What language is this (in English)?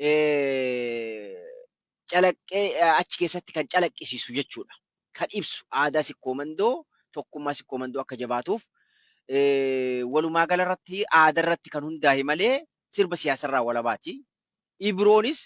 Oromo